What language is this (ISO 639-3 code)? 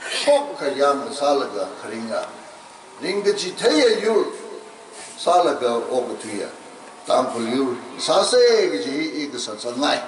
nmf